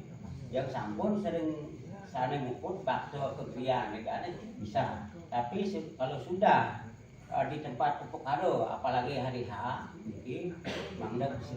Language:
Balinese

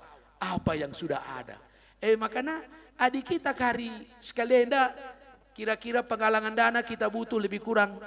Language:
Batak Karo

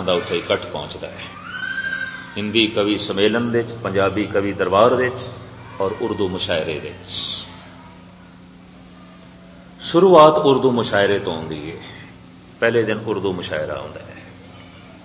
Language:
Punjabi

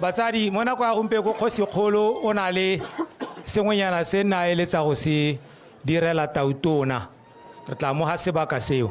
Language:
Tswana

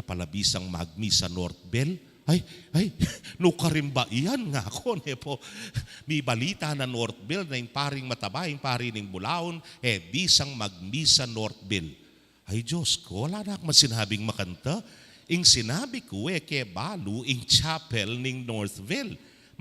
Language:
Pampanga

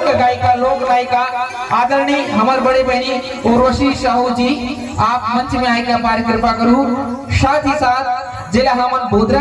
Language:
Chhattisgarhi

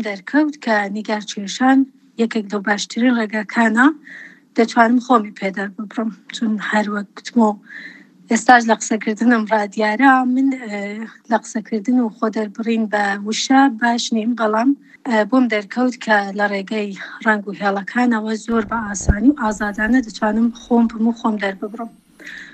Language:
Central Kurdish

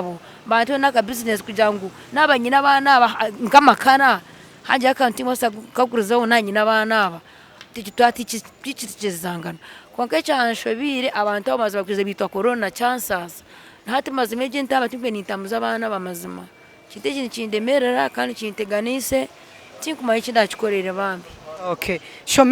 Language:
Nyankole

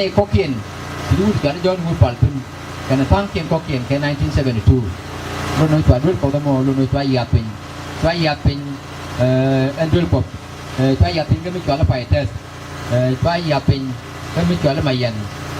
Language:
Nuer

